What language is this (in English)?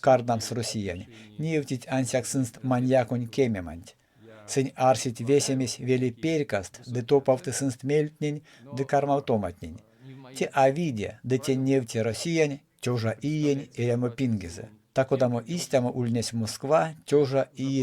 Erzya